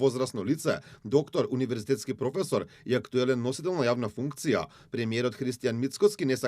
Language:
Macedonian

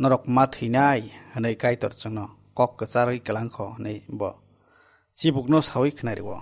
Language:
Kok Borok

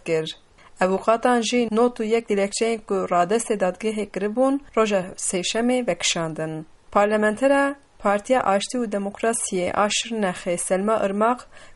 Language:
Kurdish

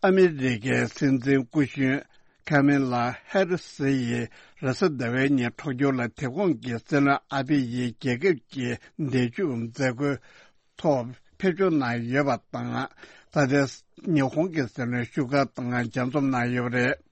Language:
Tibetan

